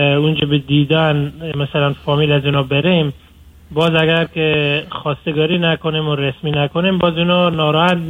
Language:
Persian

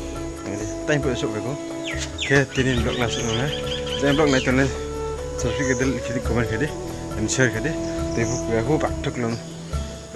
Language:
Riang (India)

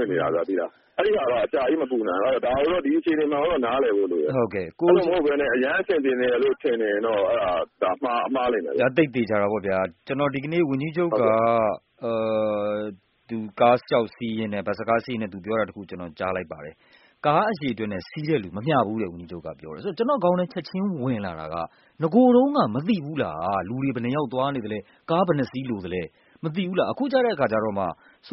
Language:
Burmese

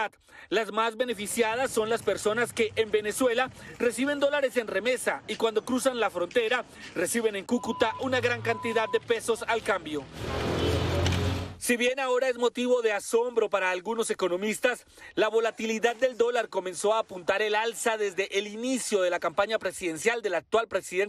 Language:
Spanish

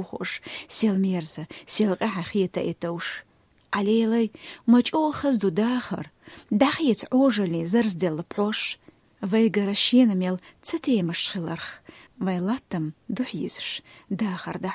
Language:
Chechen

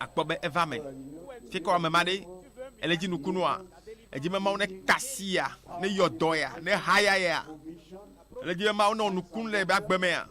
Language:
Ewe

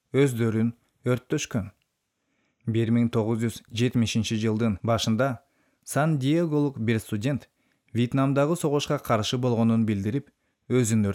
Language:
Kyrgyz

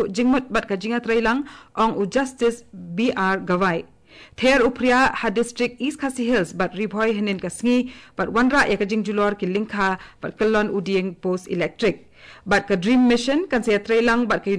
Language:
Khasi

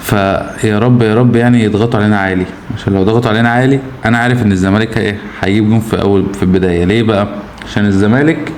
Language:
Egyptian Arabic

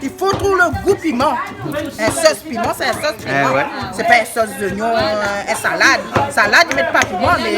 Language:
Réunion Creole French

